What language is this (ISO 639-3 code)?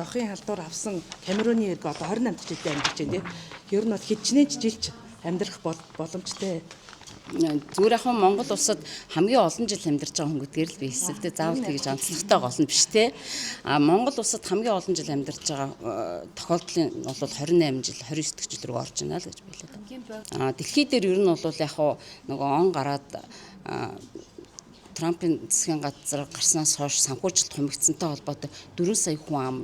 mon